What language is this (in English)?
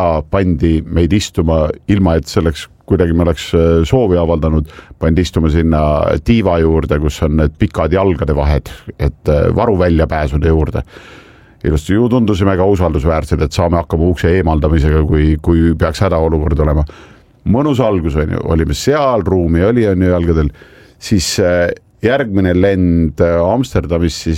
Estonian